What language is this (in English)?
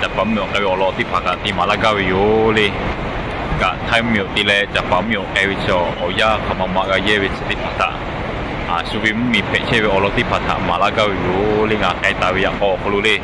Lahu